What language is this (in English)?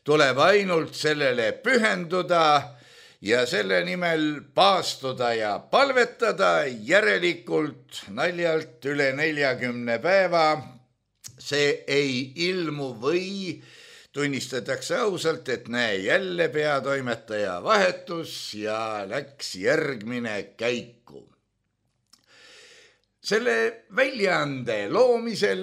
Estonian